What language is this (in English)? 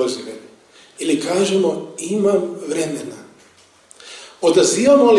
Croatian